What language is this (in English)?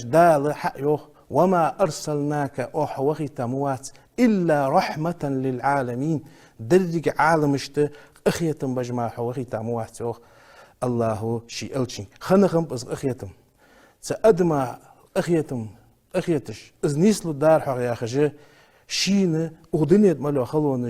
Ingush